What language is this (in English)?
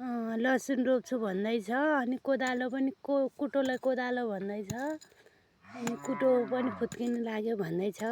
Nepali